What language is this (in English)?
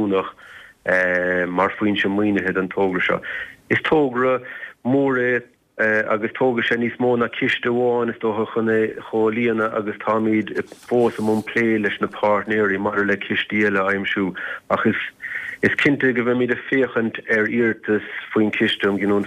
Irish